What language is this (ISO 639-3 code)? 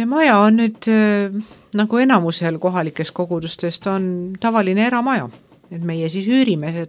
est